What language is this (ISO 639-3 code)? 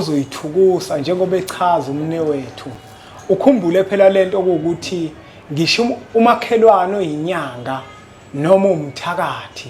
zul